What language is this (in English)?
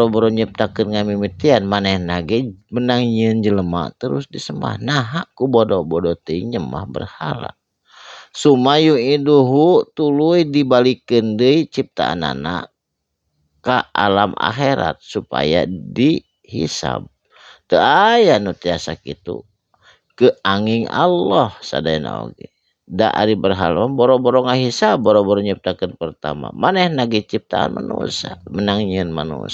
Sundanese